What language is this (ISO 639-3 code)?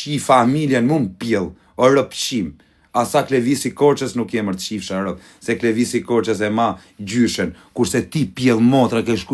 sqi